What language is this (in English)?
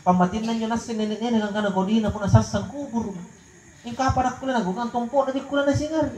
Makasar